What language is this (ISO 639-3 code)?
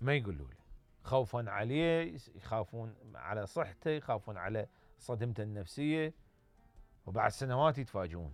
acm